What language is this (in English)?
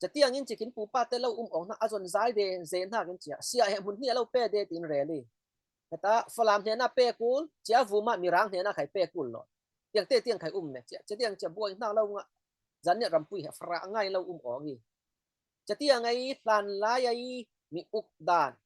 Falam Chin